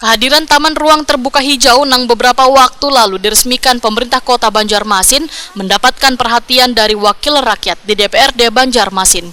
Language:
Banjar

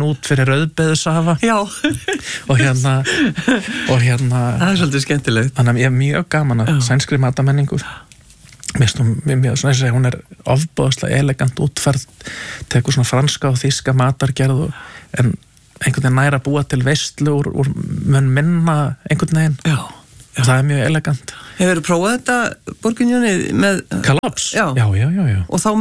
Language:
Icelandic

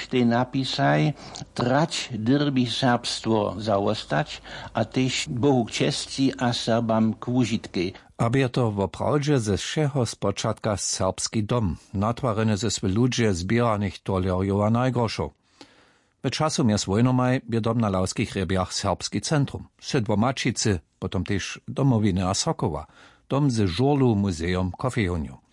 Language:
Upper Sorbian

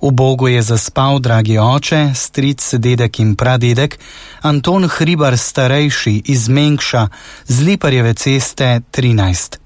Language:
Slovenian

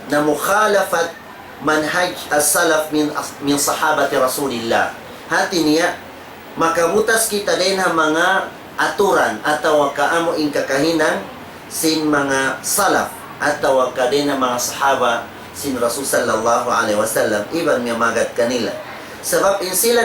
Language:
Tausug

